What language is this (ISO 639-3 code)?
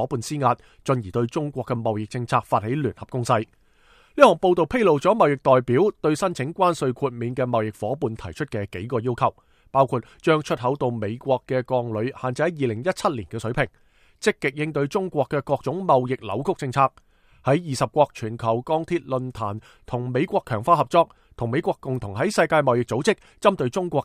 yue